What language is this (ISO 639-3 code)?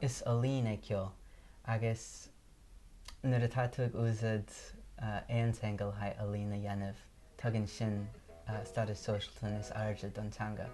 gle